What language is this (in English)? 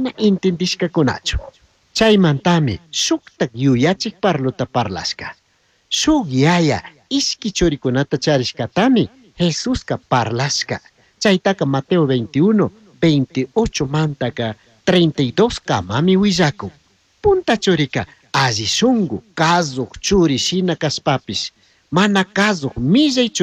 Chimborazo Highland Quichua